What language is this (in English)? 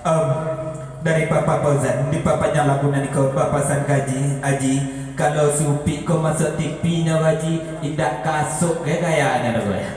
Minangkabau